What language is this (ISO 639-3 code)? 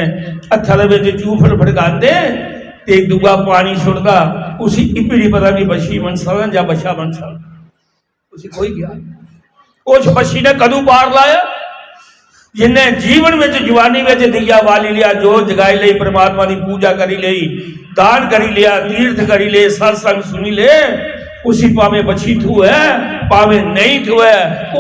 doi